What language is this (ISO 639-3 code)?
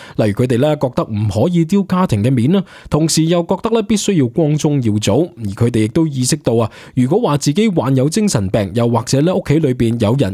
yue